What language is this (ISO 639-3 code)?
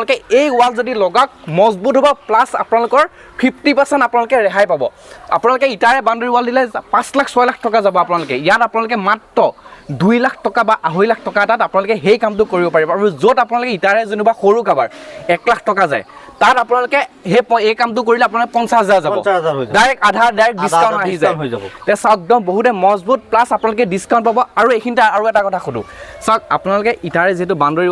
asm